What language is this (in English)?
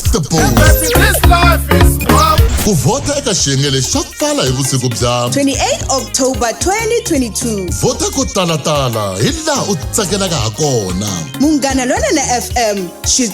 Tsonga